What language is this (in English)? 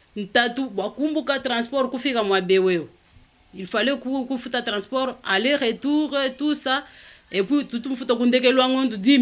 Luba-Lulua